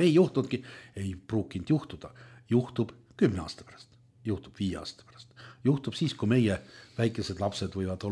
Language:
Estonian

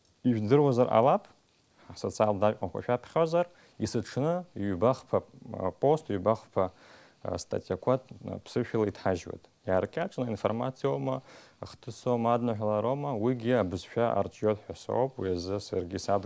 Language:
Abkhazian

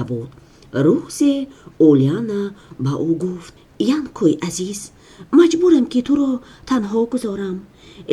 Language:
Tajik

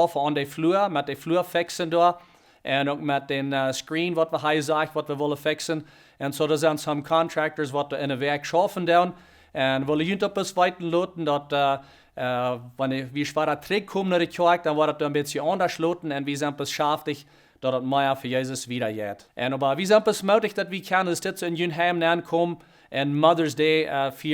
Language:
Plautdietsch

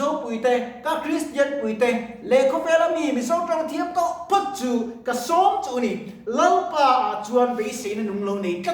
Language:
Mizo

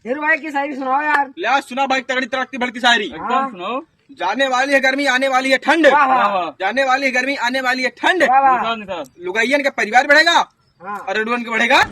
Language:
Awadhi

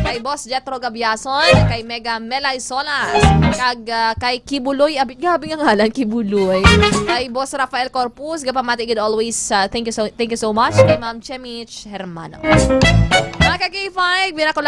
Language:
Hiligaynon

